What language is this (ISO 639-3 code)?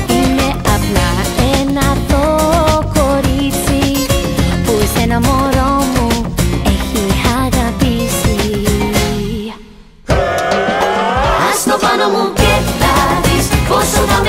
ell